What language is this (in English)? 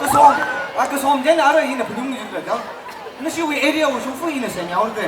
Tangkhul Naga (India)